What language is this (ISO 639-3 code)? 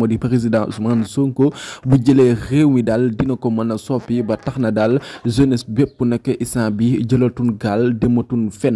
wol